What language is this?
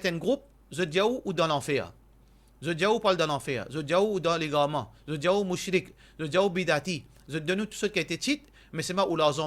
Morisyen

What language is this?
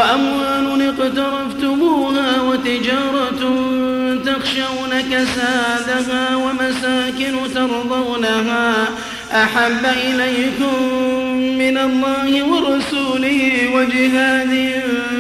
Arabic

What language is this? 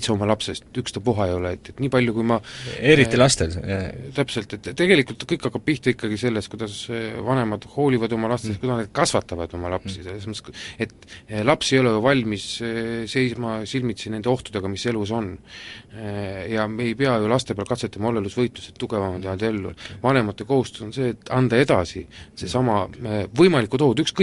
Estonian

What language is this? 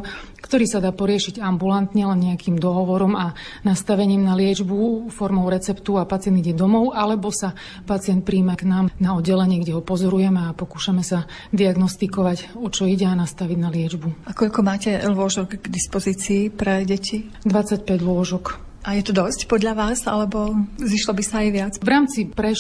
Slovak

